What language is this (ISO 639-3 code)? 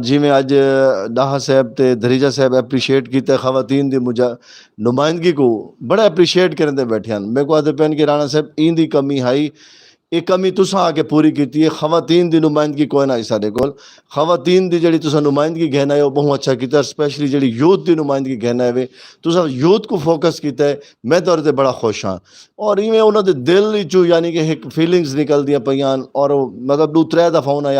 skr